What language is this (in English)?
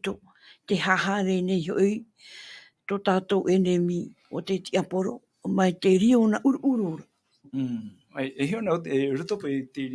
Tahitian